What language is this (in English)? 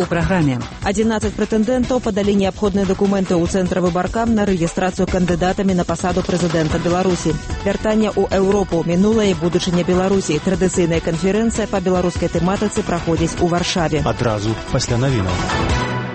Belarusian